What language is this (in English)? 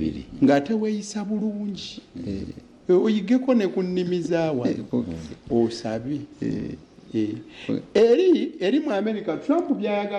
Ganda